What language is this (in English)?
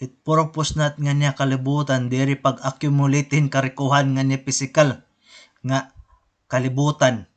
Waray